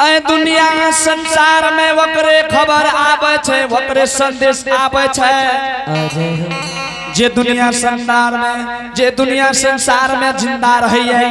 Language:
Angika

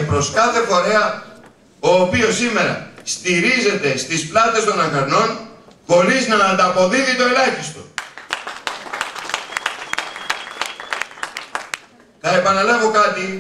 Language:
Greek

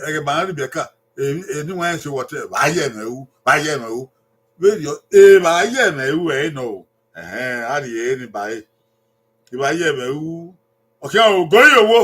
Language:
Bini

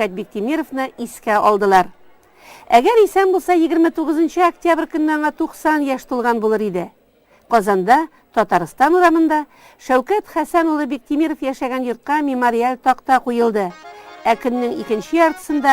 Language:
Tatar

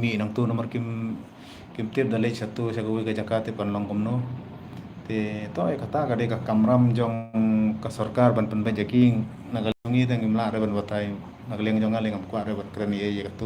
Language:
Khasi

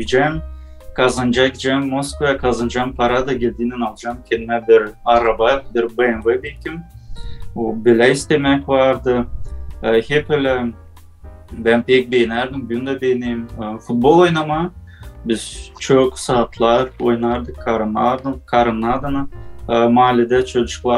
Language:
Gagauz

